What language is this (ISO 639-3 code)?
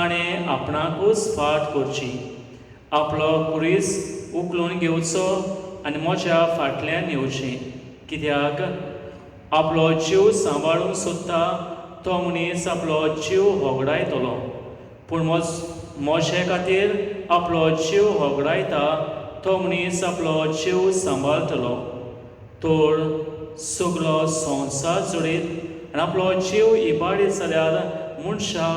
kok